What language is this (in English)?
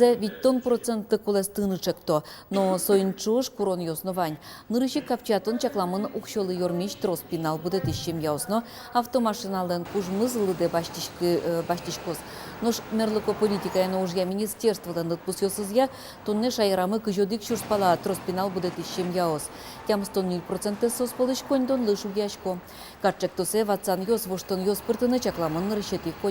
Udmurt